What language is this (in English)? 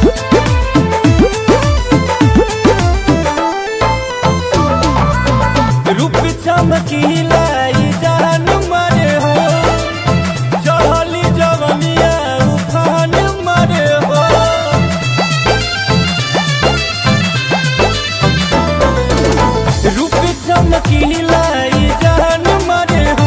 Bhojpuri